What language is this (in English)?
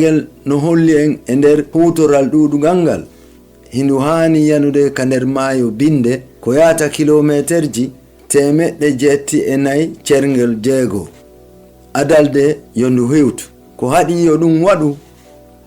Fula